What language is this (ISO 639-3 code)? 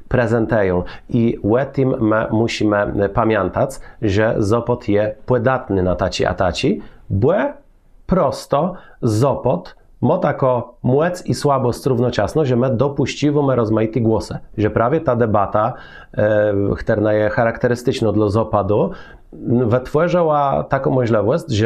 csb